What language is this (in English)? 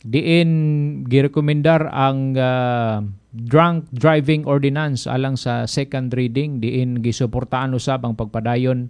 Cebuano